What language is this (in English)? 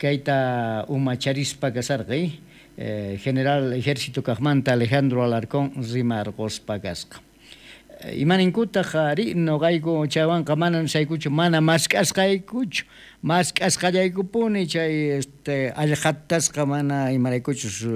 South Bolivian Quechua